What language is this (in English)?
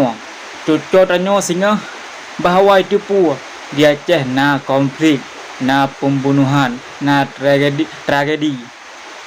Achinese